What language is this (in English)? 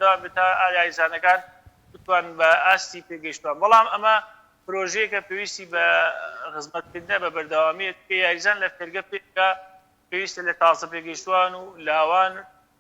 Central Kurdish